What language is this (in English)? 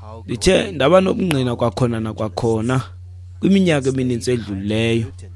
Xhosa